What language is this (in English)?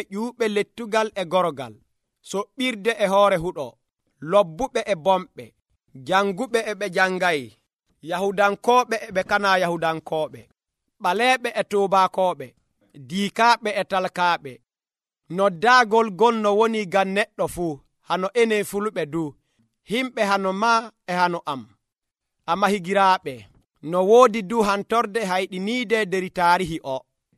Nigerian Fulfulde